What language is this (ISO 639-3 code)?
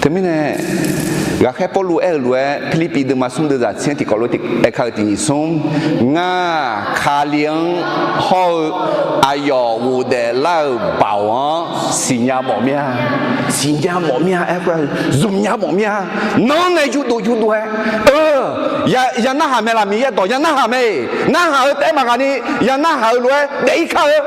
ahk